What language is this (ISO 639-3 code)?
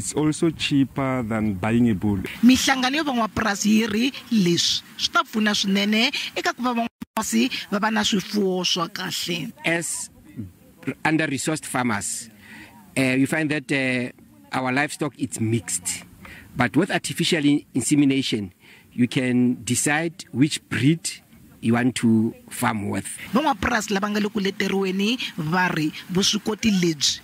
tso